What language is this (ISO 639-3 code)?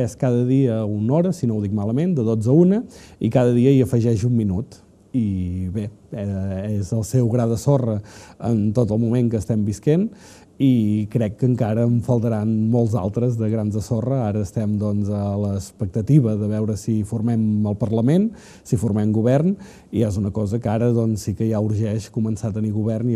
cat